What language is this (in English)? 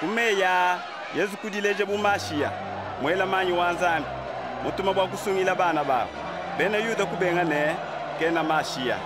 Luba-Lulua